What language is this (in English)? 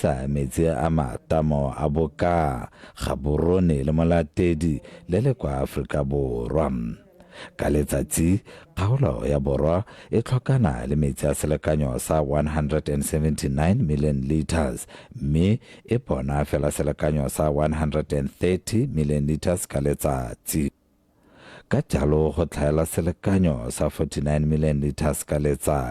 Tswana